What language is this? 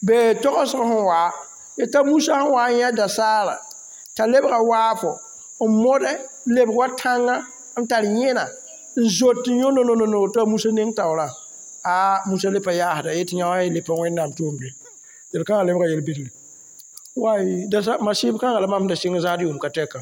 Mossi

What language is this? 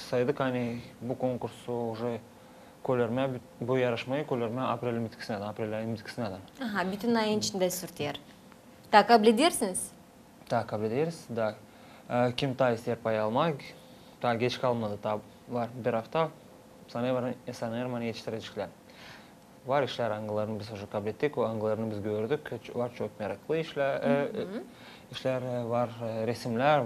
Gagauz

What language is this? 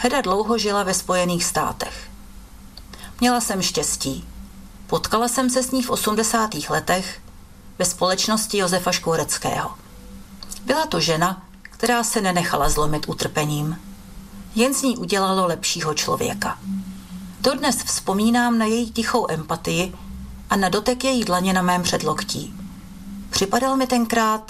Czech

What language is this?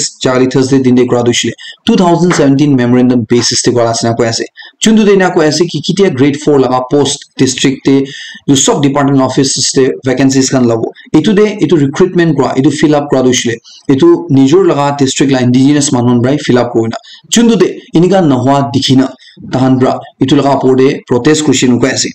Naga Pidgin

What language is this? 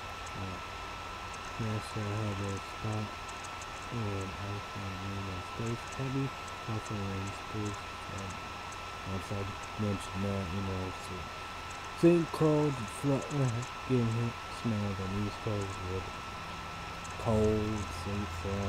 English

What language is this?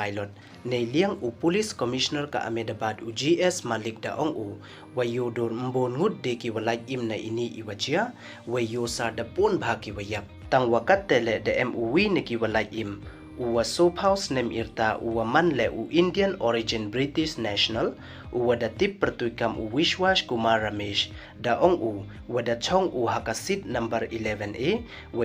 Pnar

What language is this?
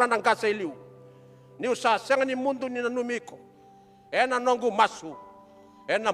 Fijian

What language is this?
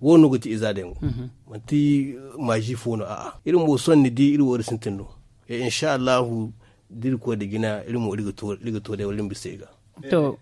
Zarma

